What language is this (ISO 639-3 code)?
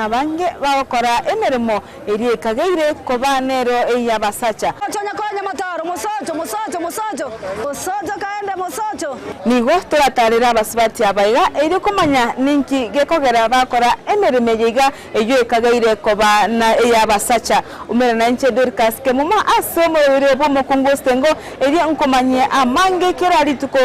guz